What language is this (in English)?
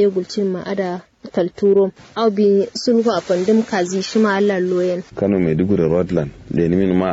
Kanuri